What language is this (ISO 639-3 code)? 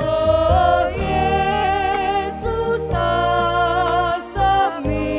btx